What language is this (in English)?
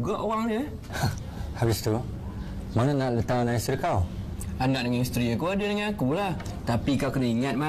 Malay